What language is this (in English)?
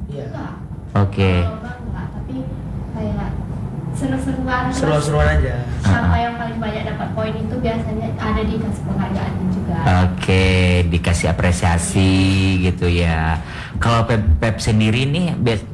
Indonesian